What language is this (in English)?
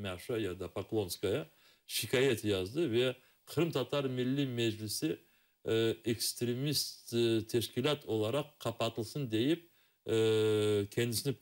Crimean Tatar